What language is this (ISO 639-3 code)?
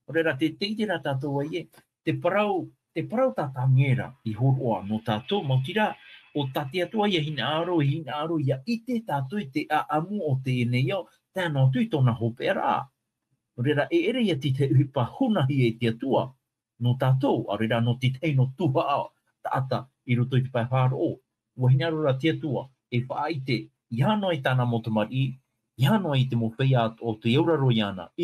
tah